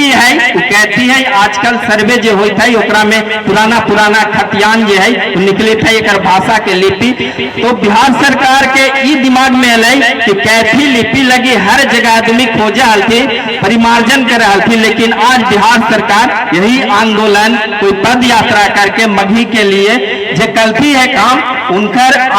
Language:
Magahi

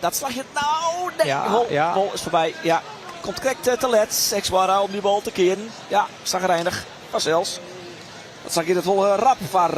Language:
Western Frisian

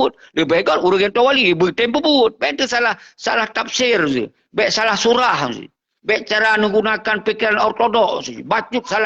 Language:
Achinese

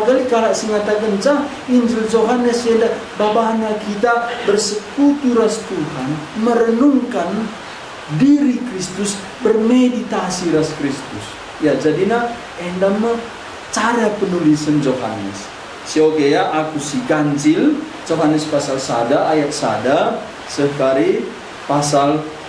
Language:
Batak Karo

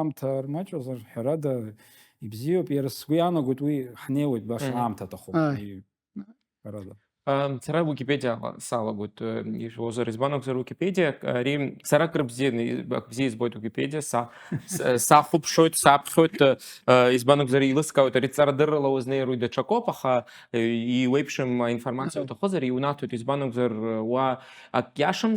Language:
Abkhazian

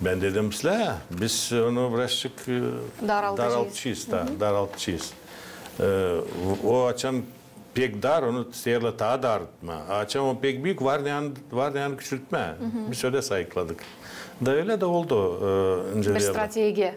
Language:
Gagauz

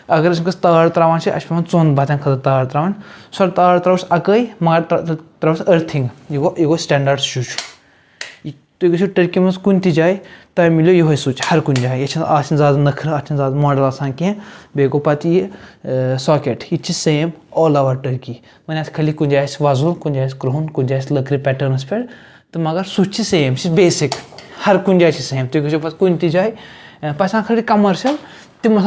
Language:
Kashmiri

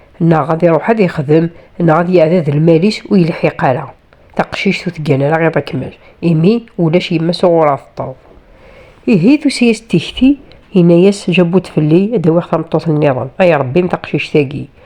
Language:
Kabyle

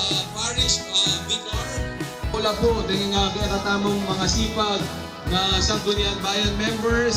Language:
Pampanga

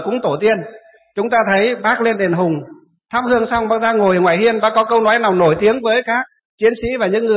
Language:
Vietnamese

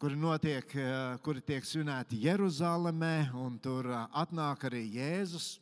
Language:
Latvian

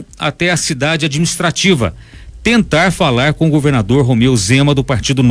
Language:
Portuguese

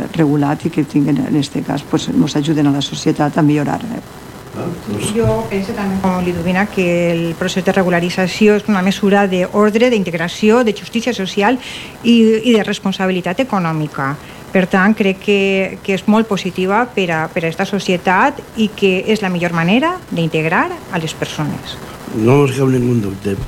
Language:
Catalan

